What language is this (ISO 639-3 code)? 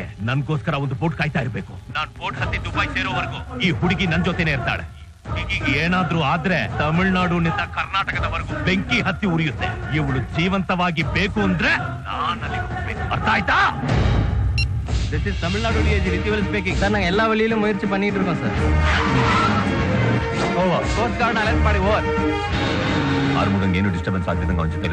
kan